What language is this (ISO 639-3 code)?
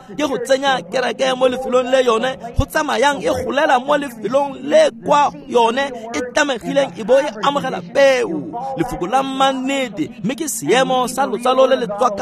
tsn